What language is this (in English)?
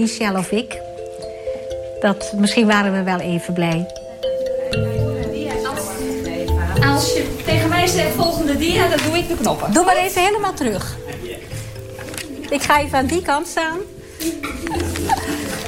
Dutch